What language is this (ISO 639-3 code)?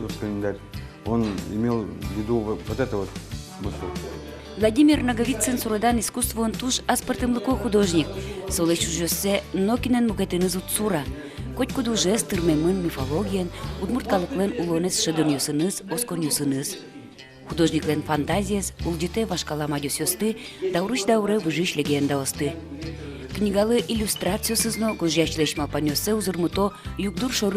udm